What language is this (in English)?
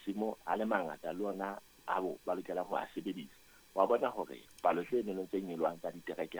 Southern Sotho